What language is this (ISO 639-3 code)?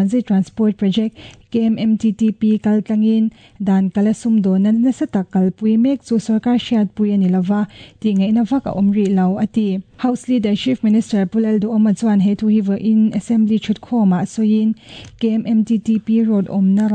lus